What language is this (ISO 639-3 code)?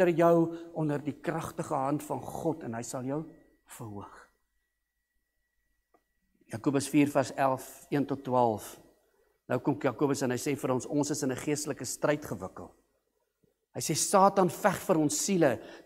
afr